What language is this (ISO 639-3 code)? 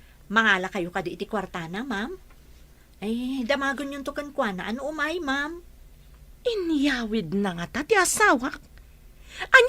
ilo